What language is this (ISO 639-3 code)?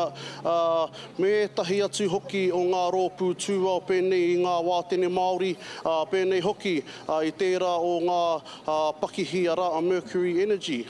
mri